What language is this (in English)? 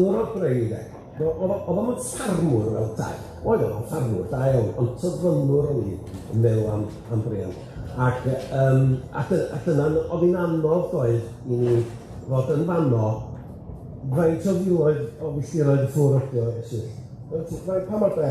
Welsh